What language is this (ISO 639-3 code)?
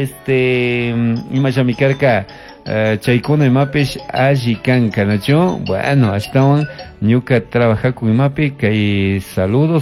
qug